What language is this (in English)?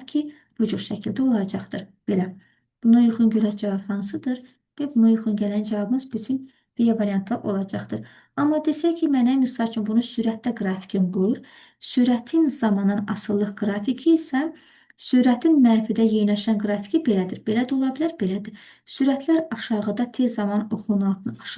Azerbaijani